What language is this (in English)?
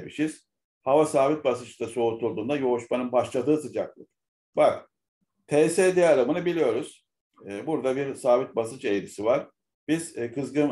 Turkish